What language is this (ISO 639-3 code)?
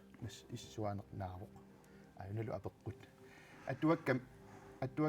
kal